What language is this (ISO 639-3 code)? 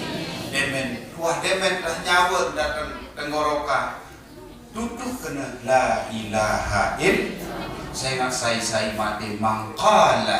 sas